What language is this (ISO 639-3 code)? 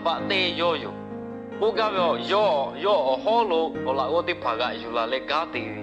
lhu